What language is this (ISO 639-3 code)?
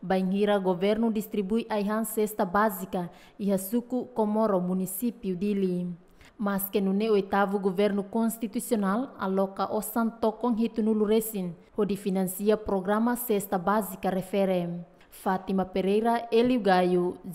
tet